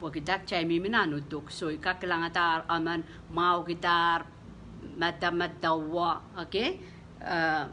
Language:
Pohnpeian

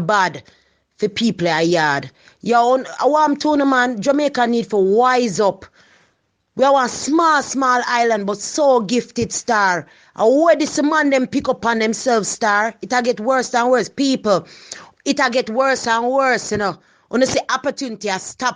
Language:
Jamaican Creole English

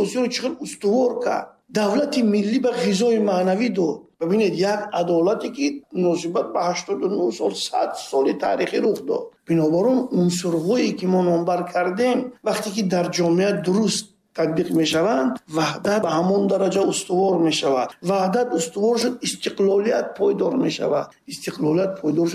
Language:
Tajik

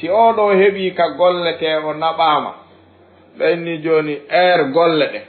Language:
Fula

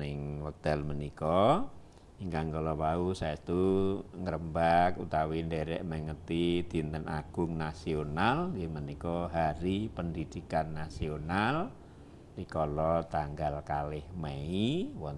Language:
Javanese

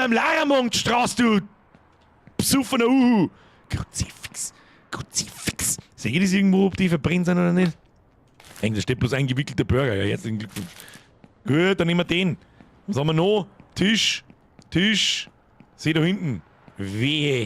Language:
Bavarian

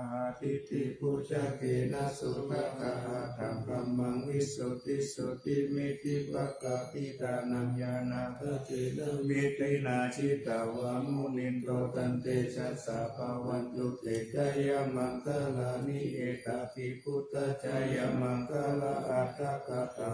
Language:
Pali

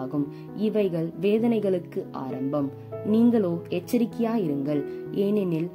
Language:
Tamil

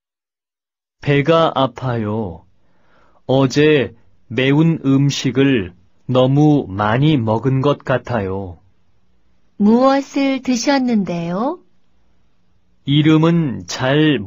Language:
Korean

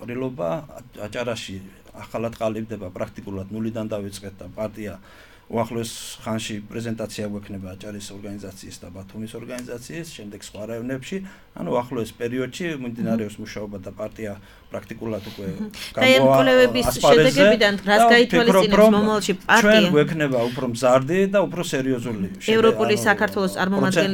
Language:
Georgian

